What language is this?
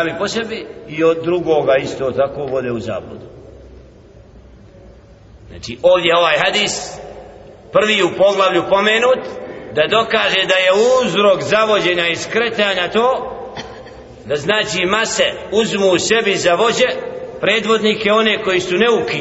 Bosnian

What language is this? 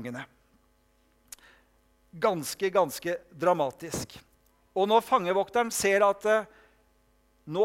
Norwegian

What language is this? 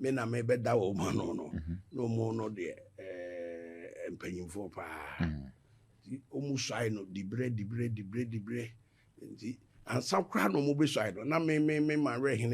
Akan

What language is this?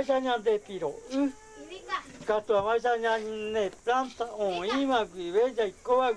Guarani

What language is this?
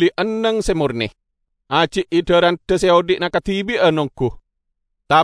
Madurese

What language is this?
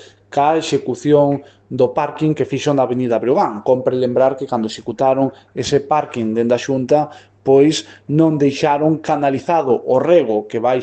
Galician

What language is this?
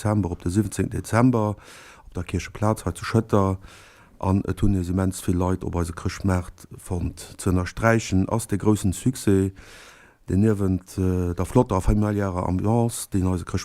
Luxembourgish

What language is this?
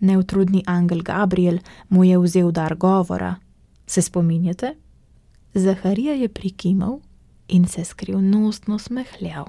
Slovenian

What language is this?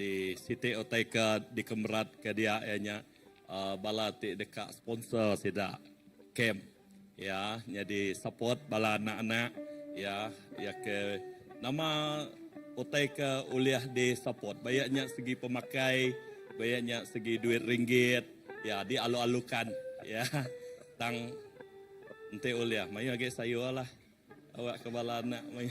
Iban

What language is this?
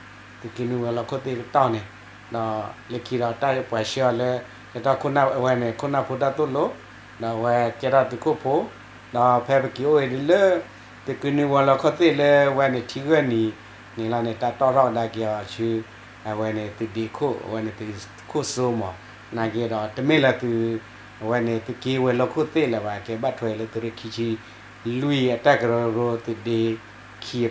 S'gaw Karen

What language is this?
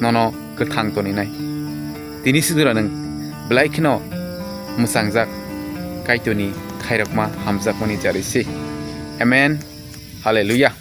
Kok Borok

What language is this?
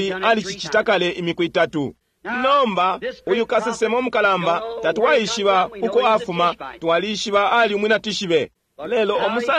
Bemba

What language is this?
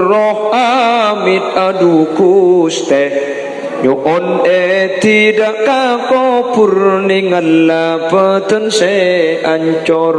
Madurese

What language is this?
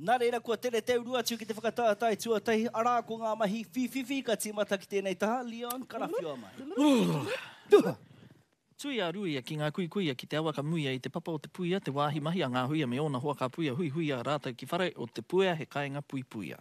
Māori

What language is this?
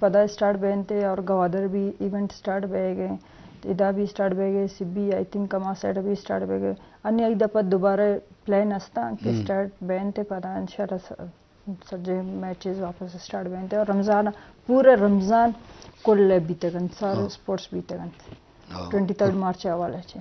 Eastern Balochi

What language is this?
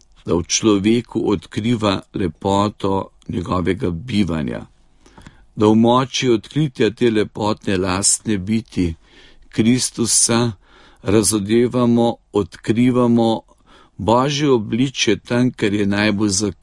Slovenian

